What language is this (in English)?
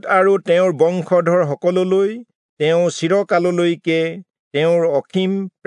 Assamese